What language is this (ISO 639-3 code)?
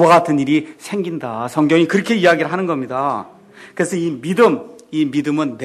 kor